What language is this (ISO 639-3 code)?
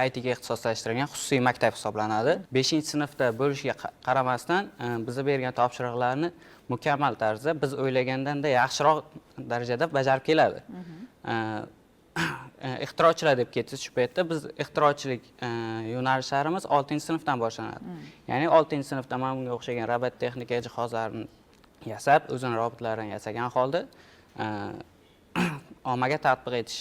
uzb